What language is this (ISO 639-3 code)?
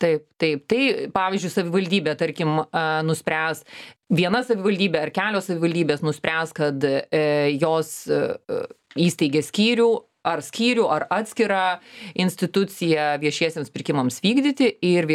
lit